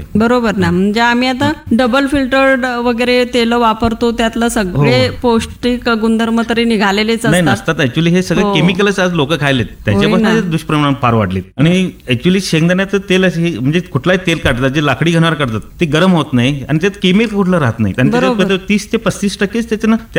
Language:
Marathi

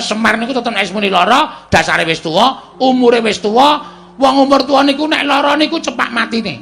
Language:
Javanese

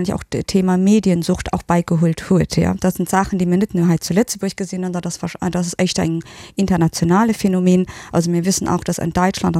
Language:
Luxembourgish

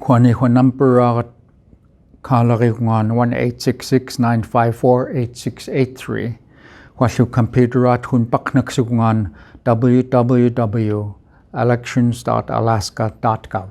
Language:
Central Yupik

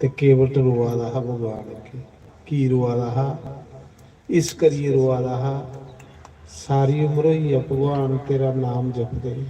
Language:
Dogri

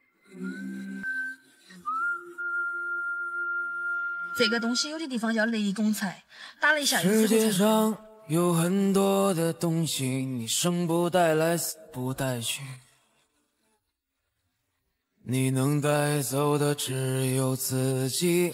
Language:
Chinese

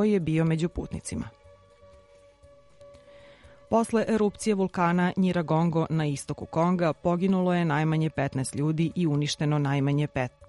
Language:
Serbian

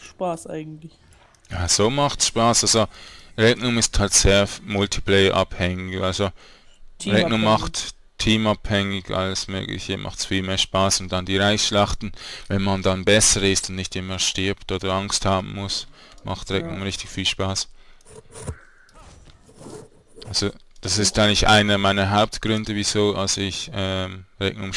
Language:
German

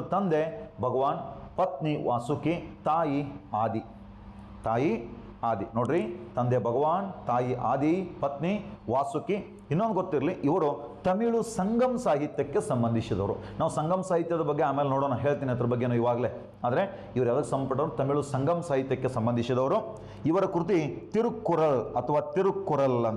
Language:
Kannada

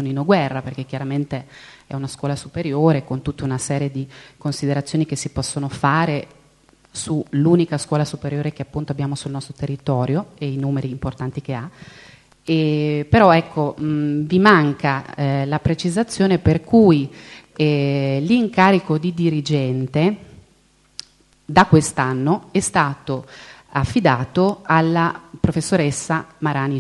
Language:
Italian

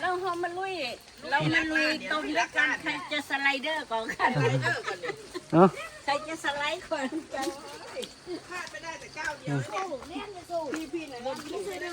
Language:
Northeastern Thai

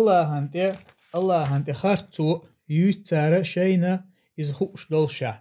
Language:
Chechen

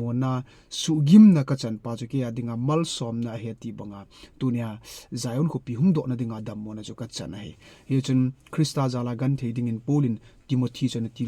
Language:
Thado Chin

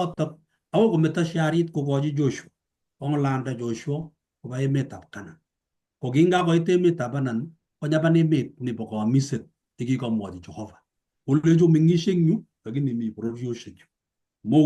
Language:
Kalenjin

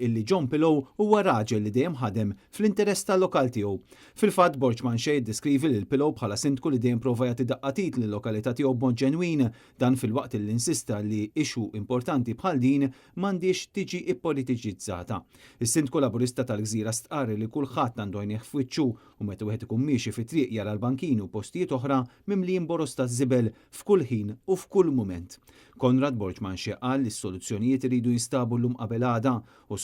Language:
Maltese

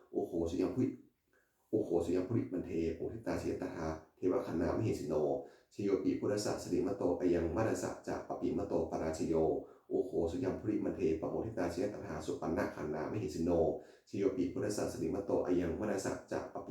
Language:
Pali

